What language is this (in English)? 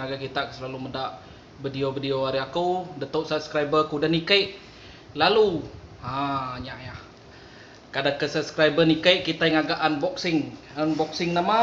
Iban